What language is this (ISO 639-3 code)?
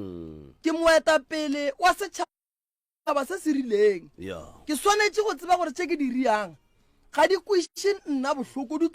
nso